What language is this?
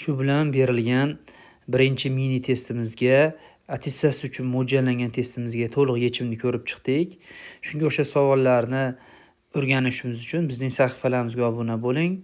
Uzbek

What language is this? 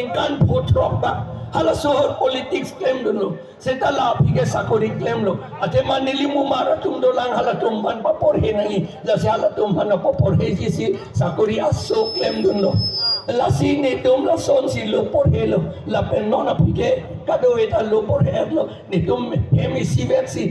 Karbi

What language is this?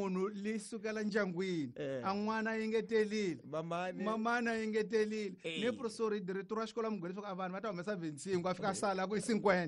Tsonga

